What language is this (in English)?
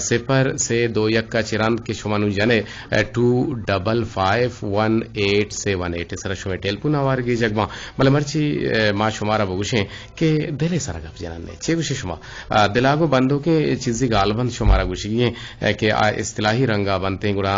Eastern Balochi